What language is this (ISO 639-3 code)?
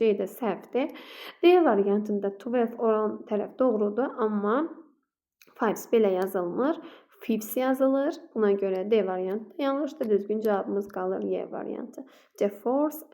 aze